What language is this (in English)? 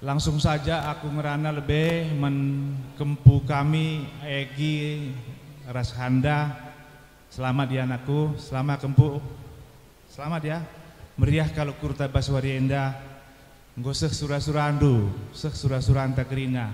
Batak Karo